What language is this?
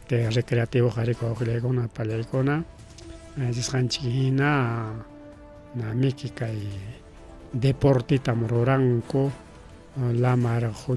Ayacucho Quechua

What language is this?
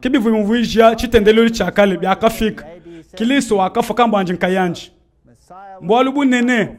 Luba-Lulua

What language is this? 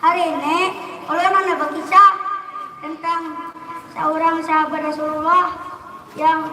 Banjar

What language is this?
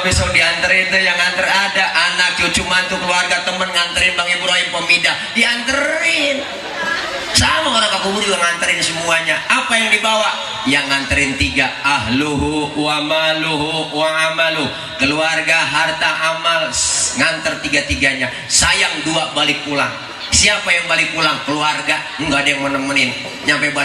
Betawi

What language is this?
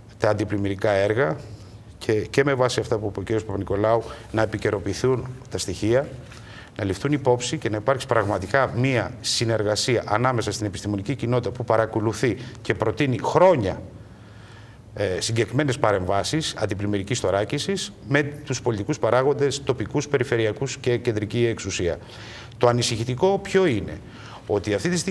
Greek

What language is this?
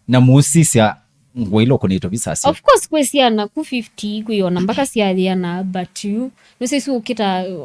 Kamba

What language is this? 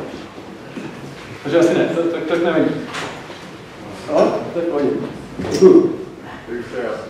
Czech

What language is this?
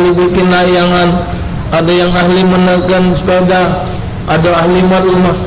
Musi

